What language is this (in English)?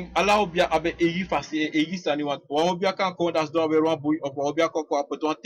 Sranan Tongo